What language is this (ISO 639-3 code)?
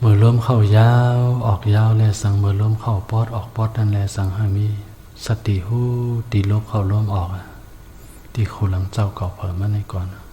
shn